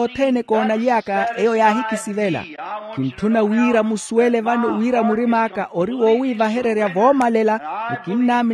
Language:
Makhuwa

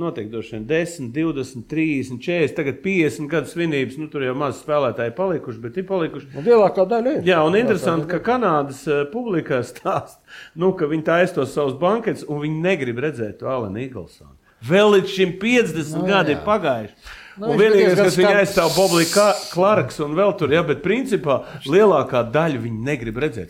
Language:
Latvian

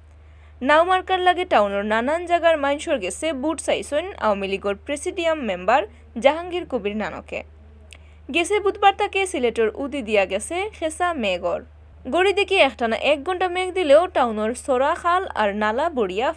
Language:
Sylheti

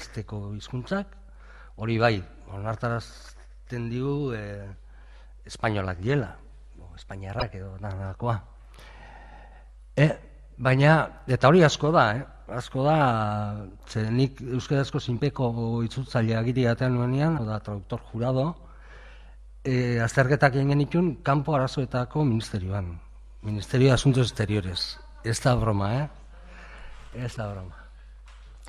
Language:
Basque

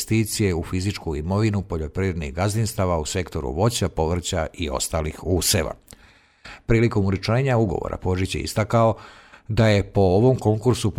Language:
Serbian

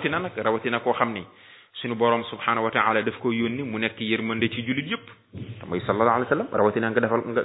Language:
Wolof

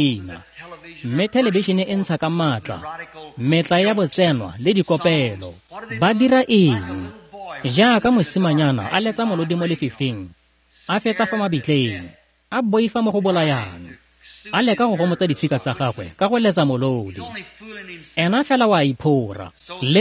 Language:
Tswana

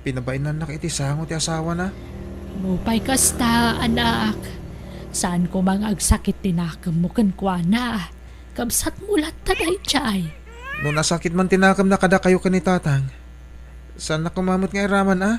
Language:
Iloko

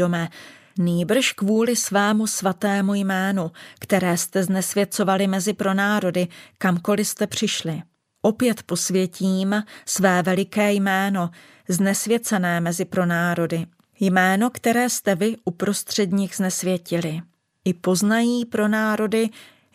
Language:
Czech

